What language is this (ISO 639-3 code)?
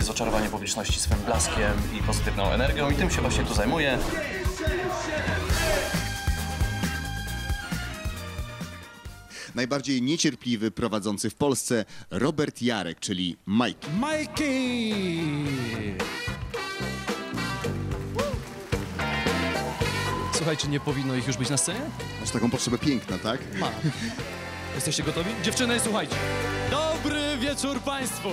pol